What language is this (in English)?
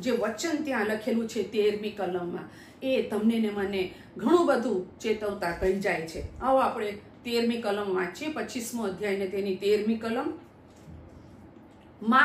Gujarati